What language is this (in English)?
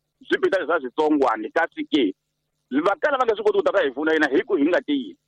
Tsonga